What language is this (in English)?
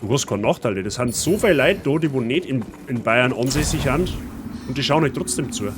Bavarian